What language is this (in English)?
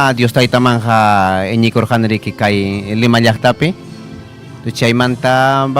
Ayacucho Quechua